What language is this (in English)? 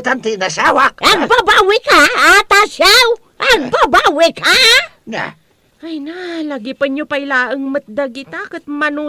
Iloko